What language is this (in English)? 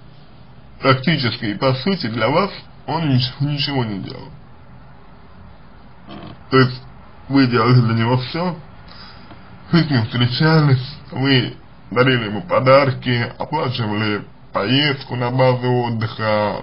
Russian